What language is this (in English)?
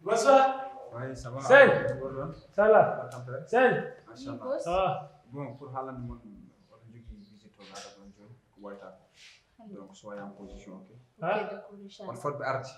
Fula